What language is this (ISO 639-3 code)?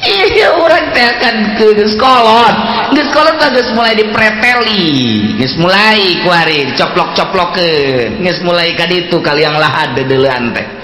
sun